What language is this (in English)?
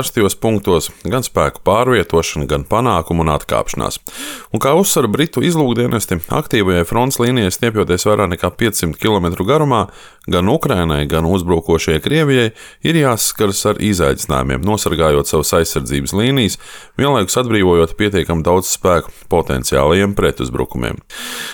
Latvian